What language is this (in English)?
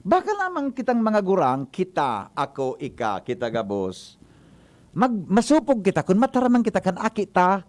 Bikol